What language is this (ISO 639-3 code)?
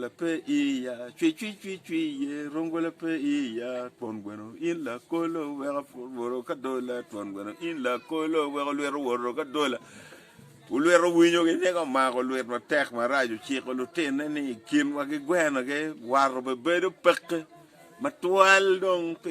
ach